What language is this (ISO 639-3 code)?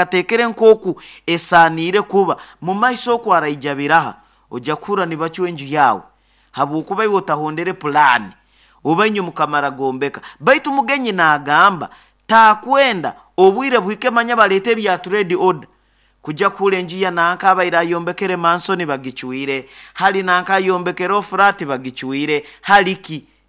nyo